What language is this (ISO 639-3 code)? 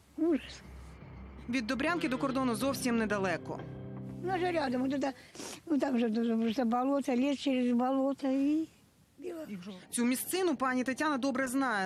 ukr